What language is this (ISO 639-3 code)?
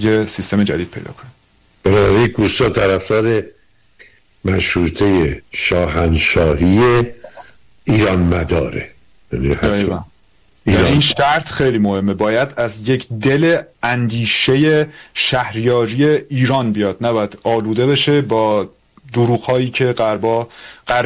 fas